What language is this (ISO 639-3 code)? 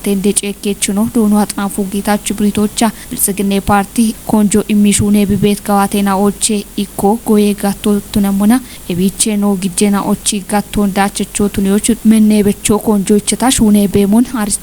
kbr